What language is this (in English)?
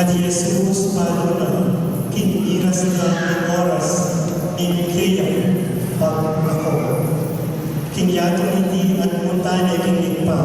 Pampanga